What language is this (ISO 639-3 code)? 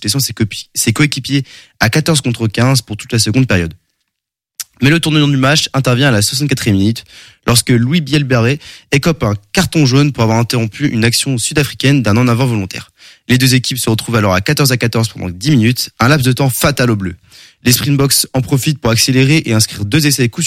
fra